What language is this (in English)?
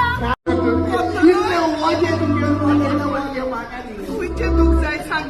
Konkani